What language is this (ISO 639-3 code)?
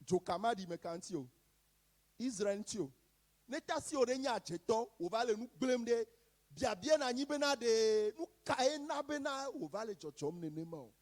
ewe